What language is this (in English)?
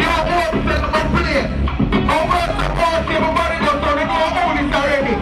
Jamaican Creole English